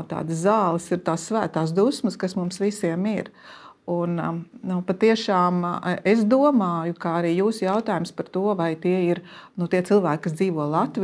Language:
Latvian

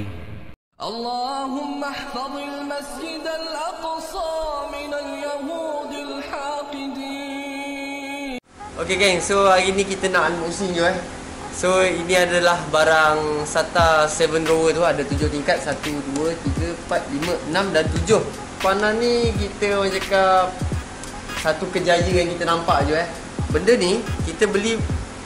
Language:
Malay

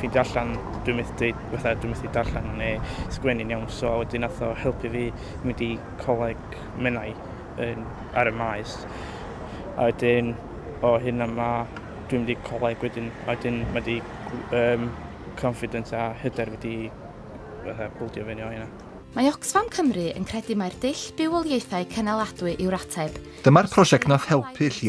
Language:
Welsh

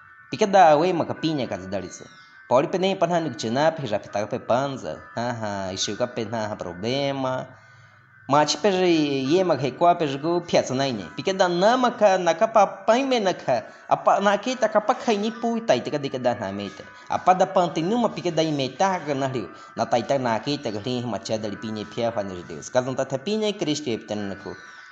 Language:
Baniwa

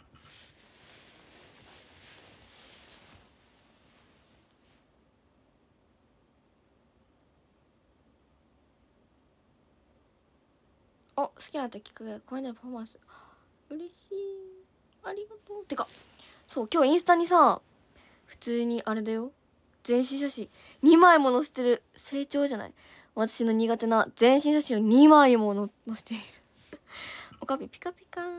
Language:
Japanese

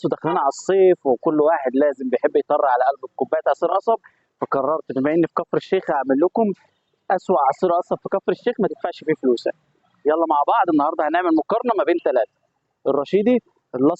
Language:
Egyptian Arabic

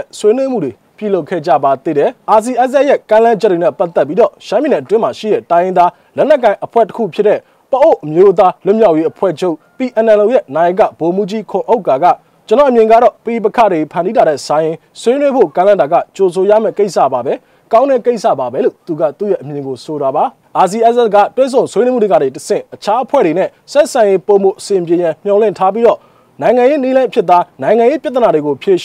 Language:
Burmese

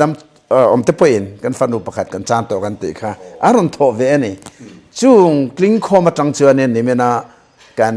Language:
Mizo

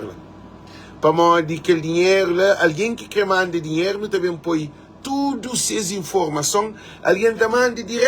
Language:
Kabuverdianu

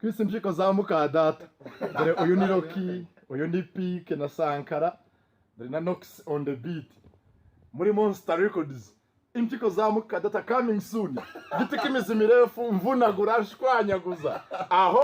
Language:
Kinyarwanda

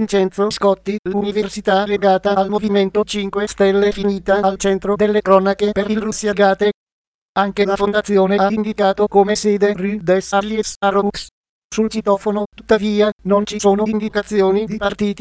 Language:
Italian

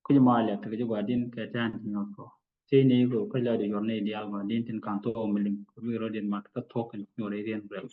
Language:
Nuer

